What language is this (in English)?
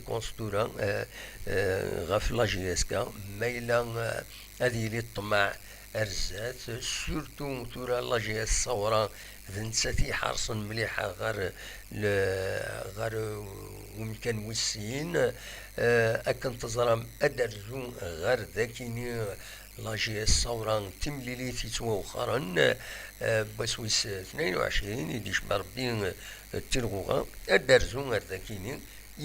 Kabyle